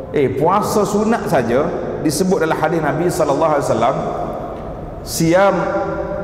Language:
Malay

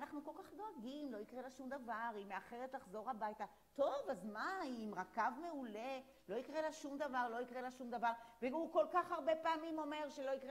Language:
Hebrew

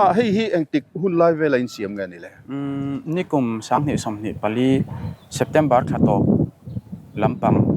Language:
Mizo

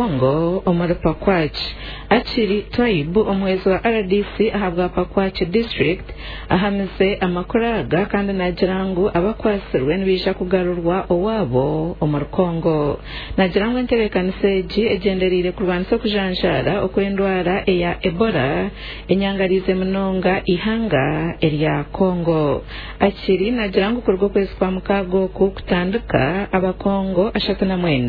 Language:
Nyankole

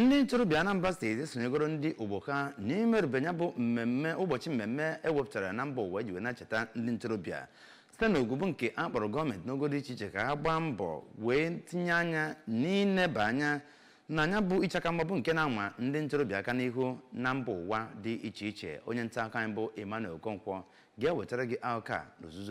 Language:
Igbo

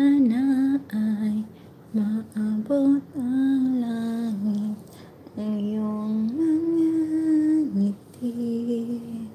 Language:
Filipino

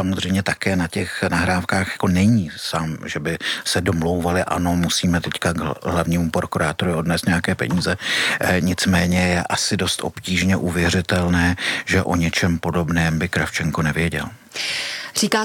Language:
Czech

